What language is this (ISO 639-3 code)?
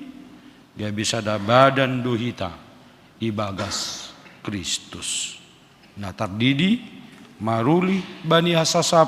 bts